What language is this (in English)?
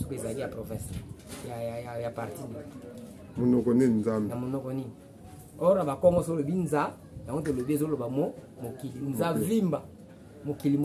Lingala